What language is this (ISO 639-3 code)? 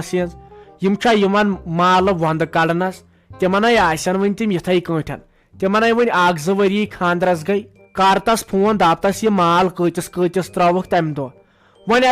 kas